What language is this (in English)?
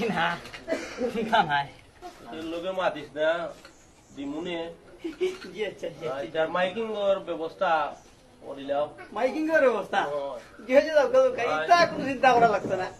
Sylheti